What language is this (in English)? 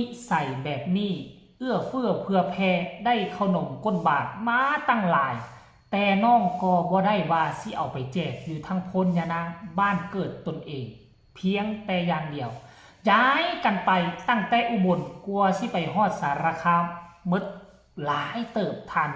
Lao